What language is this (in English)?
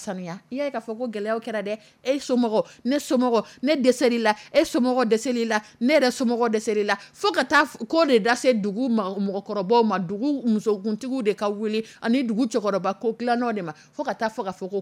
Dyula